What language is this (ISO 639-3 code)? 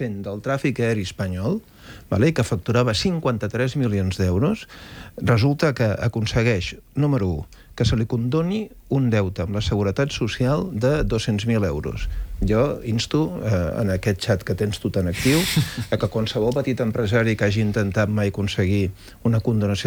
cat